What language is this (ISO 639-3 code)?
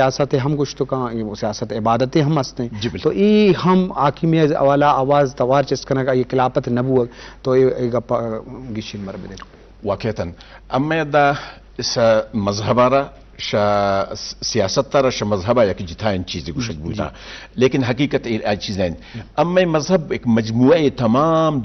bgp